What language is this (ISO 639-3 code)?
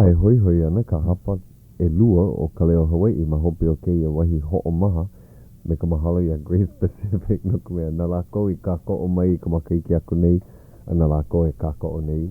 haw